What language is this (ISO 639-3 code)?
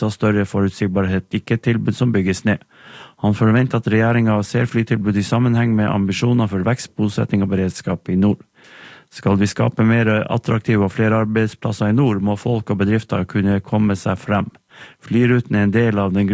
nor